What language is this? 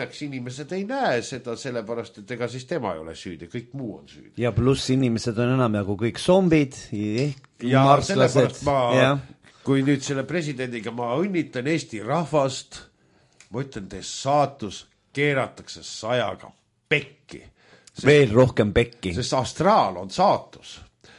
Estonian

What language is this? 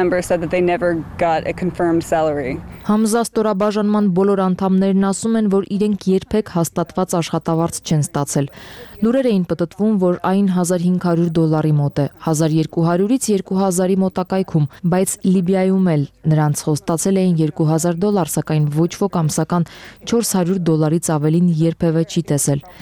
Armenian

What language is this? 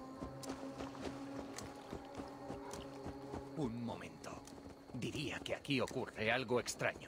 Spanish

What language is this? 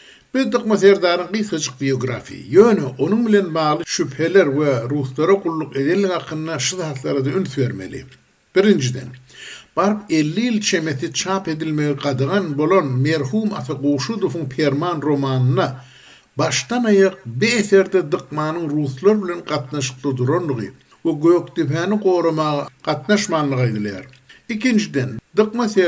Turkmen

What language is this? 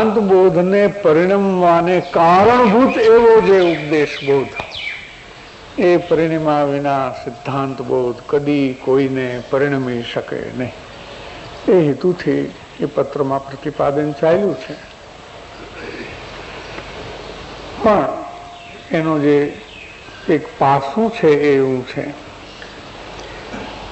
Gujarati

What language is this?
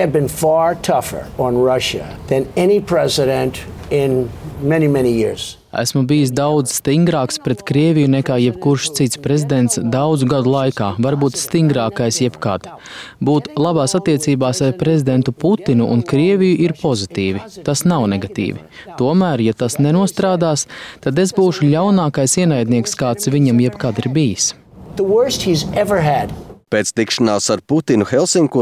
Latvian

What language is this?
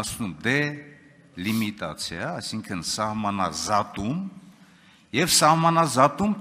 Armenian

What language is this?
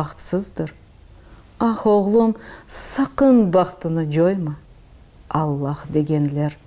Crimean Tatar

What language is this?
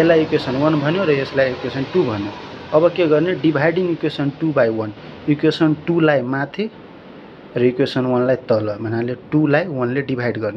Nepali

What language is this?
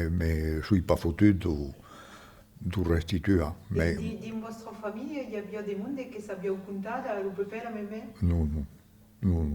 Occitan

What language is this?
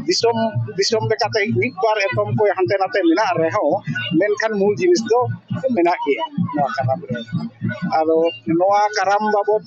Santali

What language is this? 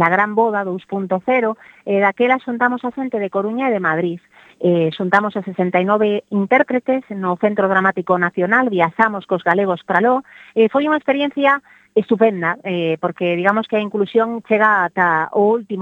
Galician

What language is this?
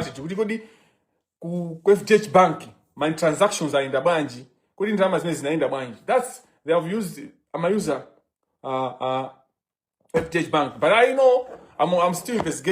Nyanja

